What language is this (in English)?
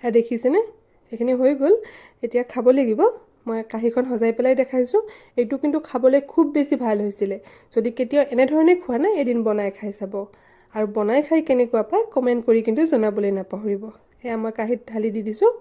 Assamese